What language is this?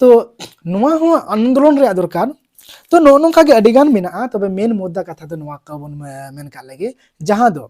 Santali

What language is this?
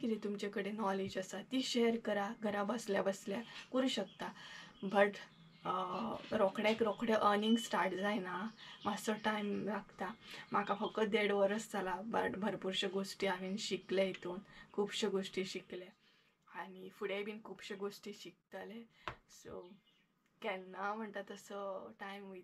Konkani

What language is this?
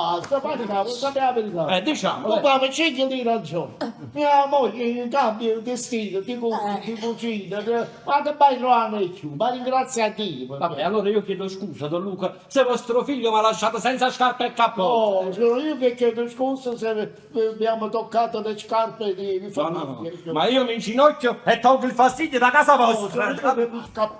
Neapolitan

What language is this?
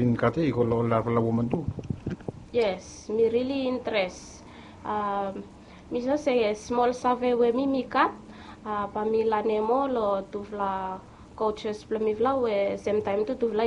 Bislama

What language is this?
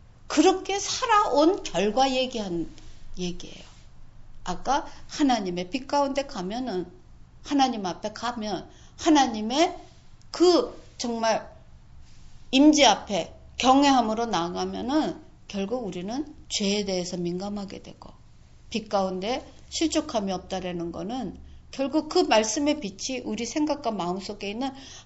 Korean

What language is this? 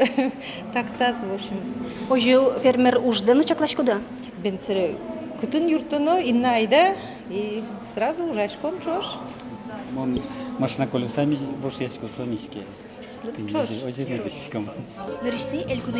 Udmurt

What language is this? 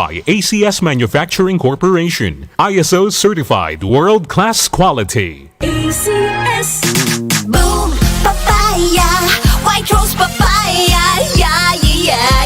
Bikol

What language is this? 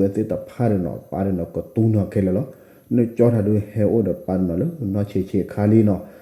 S'gaw Karen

